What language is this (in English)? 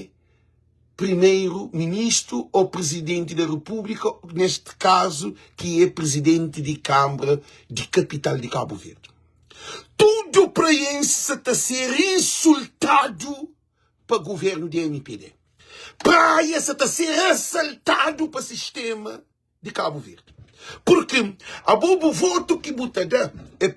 Kabuverdianu